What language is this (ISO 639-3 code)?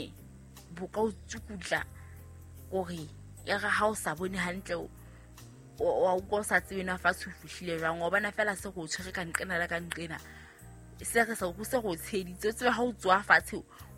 sot